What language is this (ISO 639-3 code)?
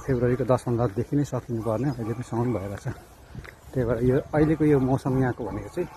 nep